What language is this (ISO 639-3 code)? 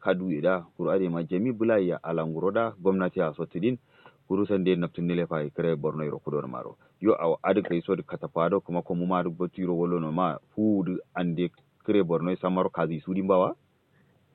kau